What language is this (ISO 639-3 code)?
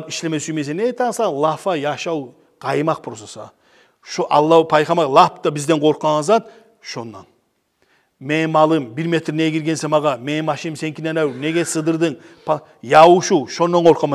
kum